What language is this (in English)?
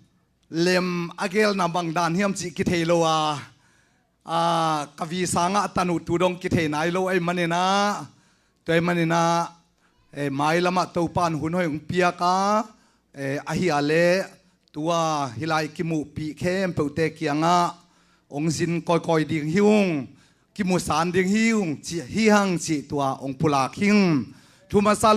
Tedim Chin